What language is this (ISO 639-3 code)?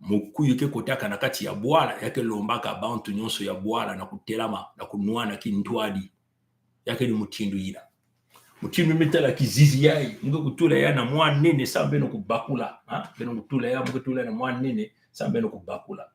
mkw